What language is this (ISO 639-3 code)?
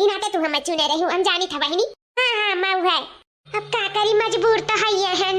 awa